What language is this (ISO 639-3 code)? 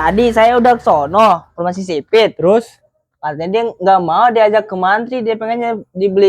bew